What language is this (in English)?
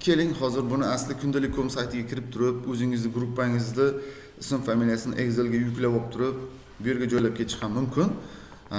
Uzbek